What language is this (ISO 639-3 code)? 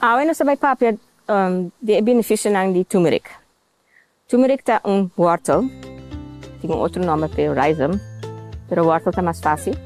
pap